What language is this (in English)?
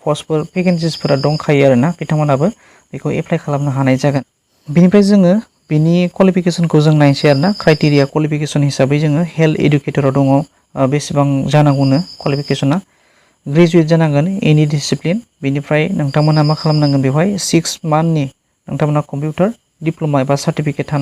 Bodo